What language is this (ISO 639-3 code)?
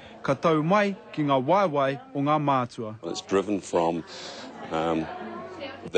mri